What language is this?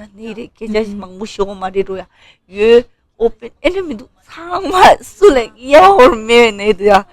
Tibetan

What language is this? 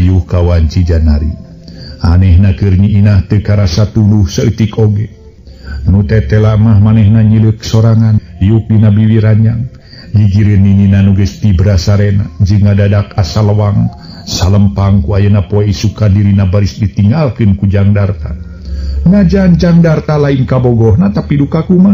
Sundanese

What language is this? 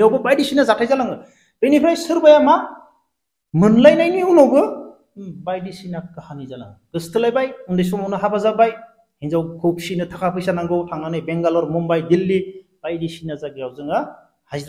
Bodo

